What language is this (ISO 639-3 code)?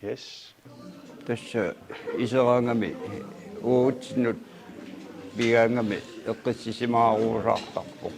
kal